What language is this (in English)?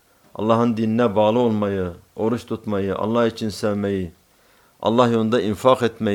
Turkish